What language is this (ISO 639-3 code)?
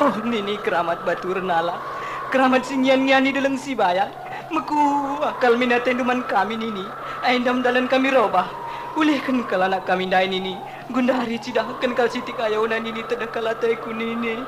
btx